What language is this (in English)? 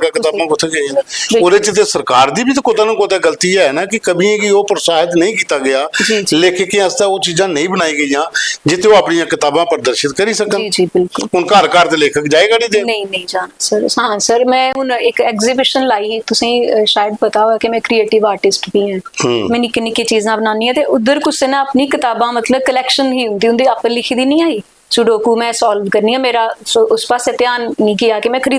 Dogri